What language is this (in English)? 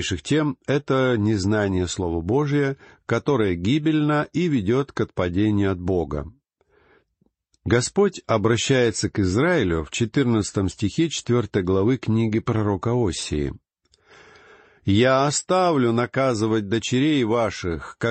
Russian